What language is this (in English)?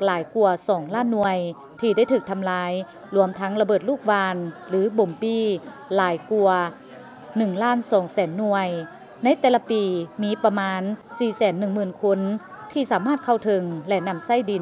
Lao